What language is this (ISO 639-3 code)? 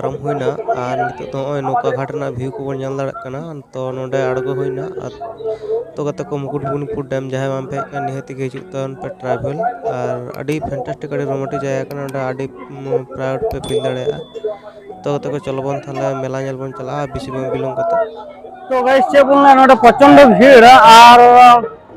sat